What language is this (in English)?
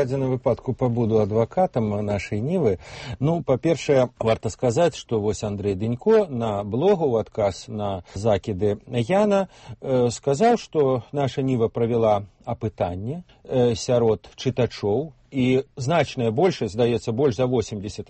Belarusian